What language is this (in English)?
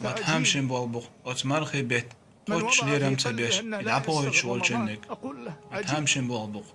Chechen